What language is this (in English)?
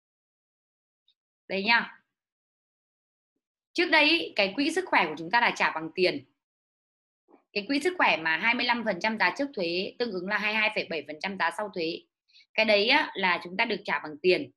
Vietnamese